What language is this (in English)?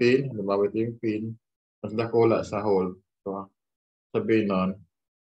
Filipino